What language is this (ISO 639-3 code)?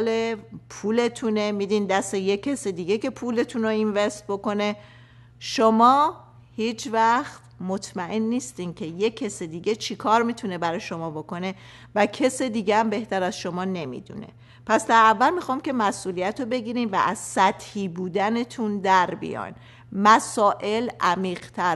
fas